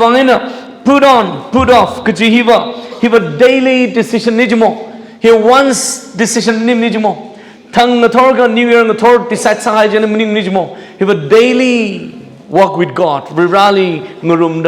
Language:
Tangkhul Naga (India)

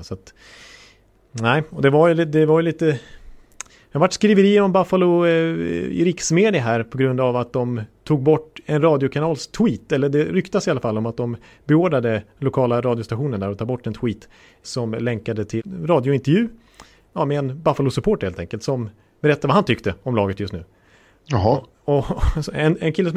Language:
Swedish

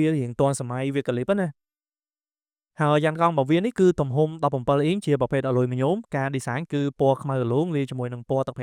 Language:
Khmer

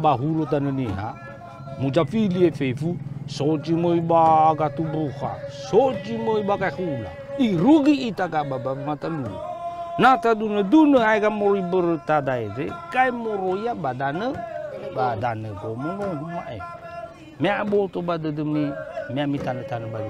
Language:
Nias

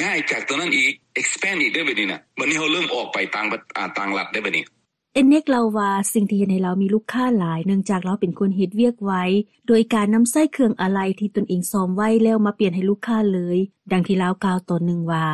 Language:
Lao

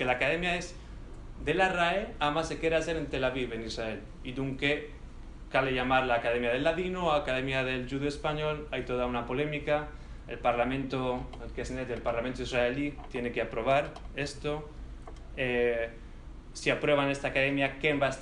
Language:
Ladino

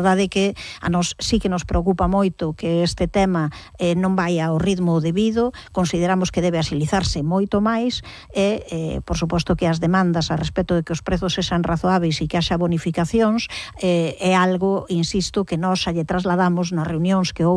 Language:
Galician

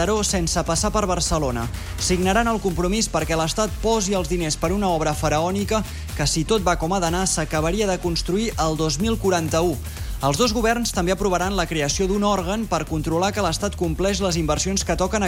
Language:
Catalan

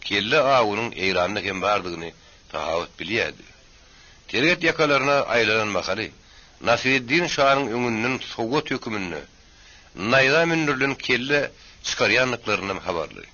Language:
Turkmen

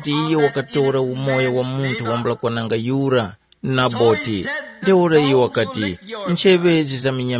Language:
Tumbuka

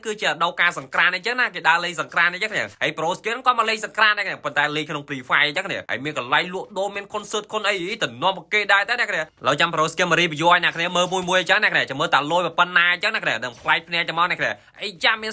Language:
Khmer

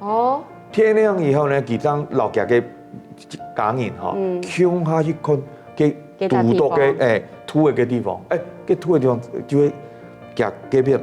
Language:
Hakka Chinese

